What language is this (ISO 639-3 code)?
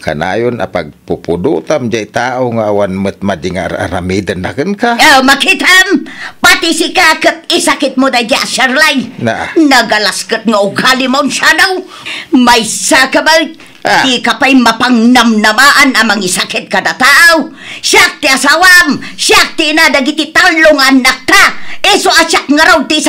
ilo